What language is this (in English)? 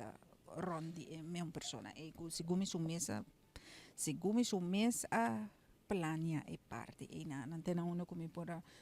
Papiamento